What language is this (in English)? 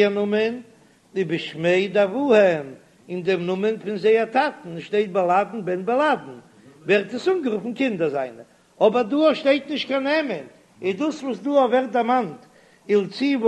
Yiddish